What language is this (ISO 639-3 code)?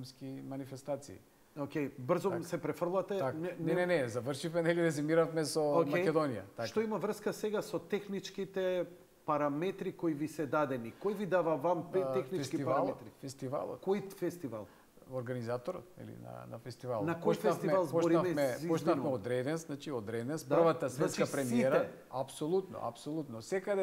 mkd